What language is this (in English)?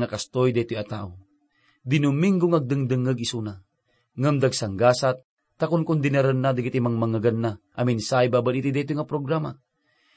Iloko